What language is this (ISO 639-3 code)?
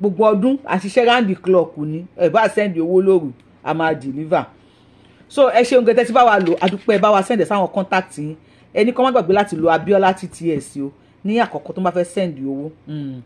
yor